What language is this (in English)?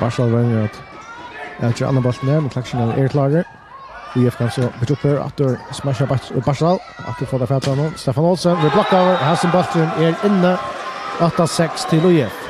Faroese